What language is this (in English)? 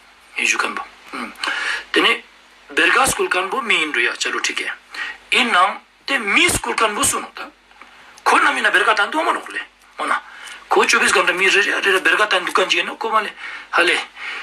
Ladakhi